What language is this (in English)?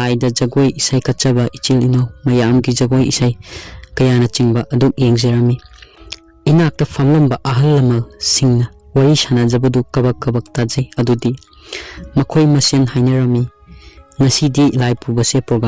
Manipuri